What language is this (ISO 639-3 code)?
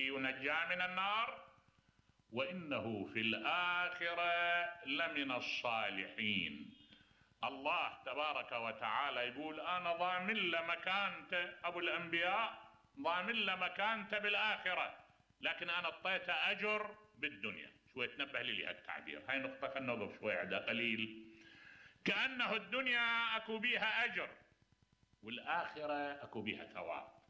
acm